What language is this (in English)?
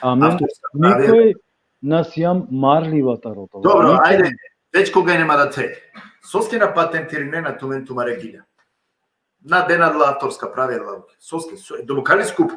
Balkan Romani